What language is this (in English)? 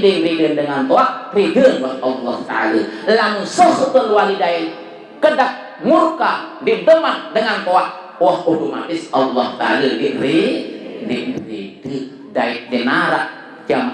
Sasak